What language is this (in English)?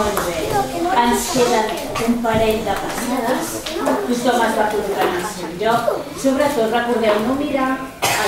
Catalan